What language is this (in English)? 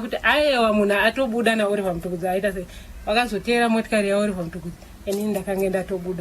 Shona